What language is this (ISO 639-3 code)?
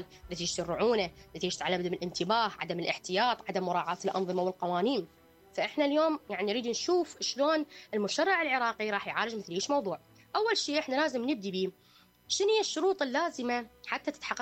acm